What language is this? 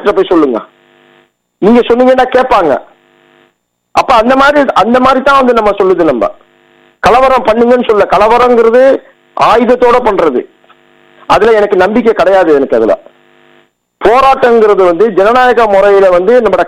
Tamil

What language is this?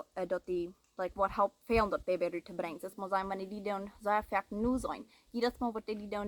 Plautdietsch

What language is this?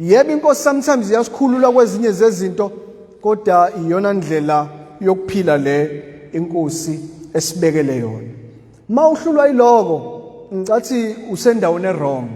Zulu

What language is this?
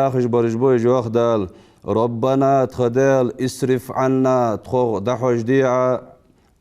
Ingush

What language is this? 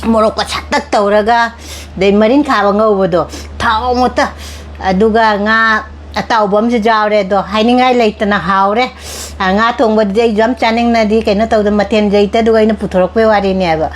Manipuri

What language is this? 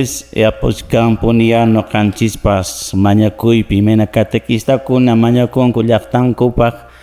Quechua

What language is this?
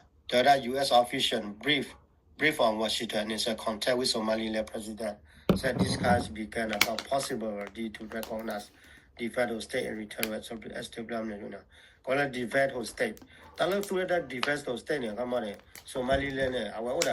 S'gaw Karen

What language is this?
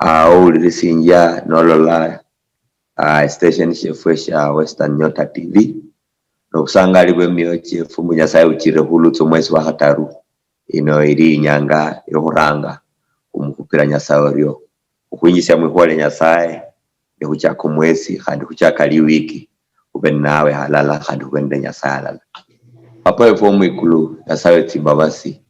Luyia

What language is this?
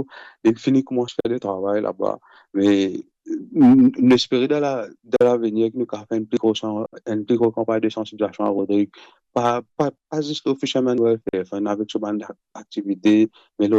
Morisyen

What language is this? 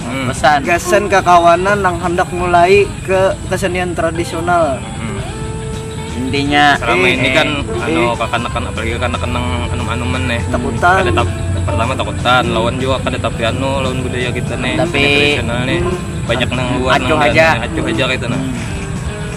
Banjar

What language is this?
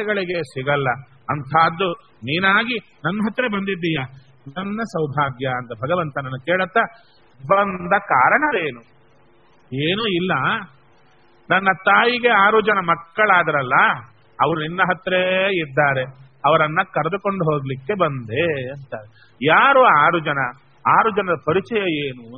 Kannada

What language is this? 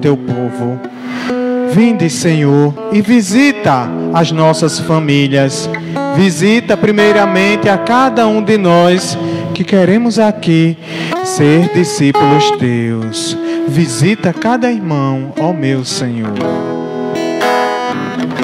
Portuguese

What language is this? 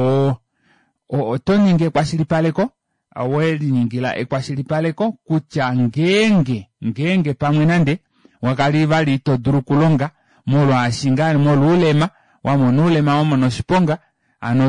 Kuanyama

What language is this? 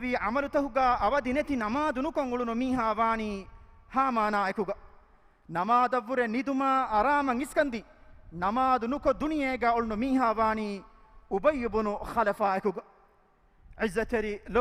Divehi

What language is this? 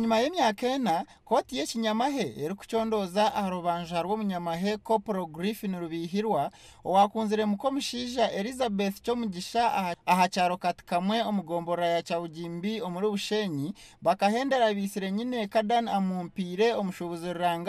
Nyankole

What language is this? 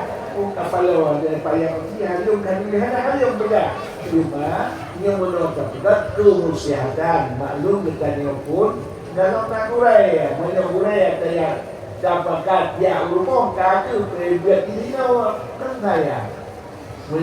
Achinese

